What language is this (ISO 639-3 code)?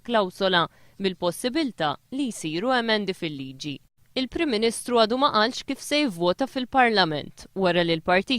mlt